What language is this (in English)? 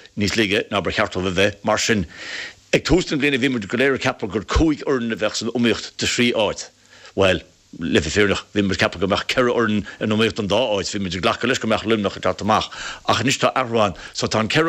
Irish